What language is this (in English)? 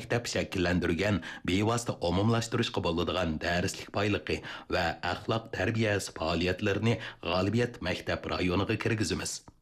Uyghur